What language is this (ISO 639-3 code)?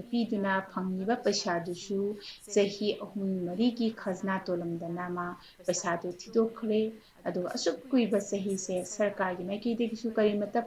mni